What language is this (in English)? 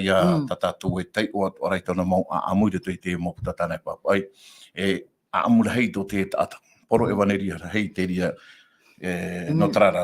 Tahitian